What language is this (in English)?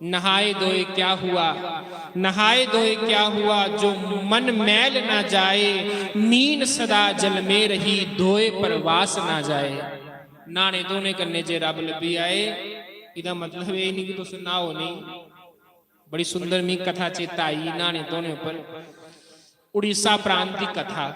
Dogri